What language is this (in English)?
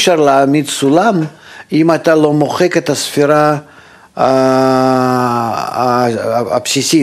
Hebrew